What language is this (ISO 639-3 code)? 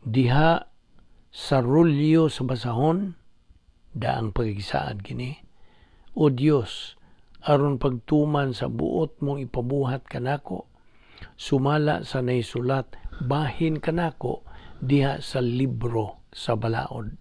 ceb